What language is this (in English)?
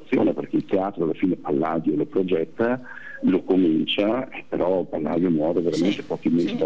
Italian